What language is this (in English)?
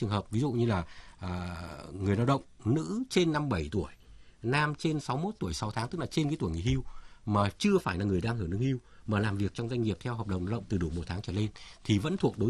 Vietnamese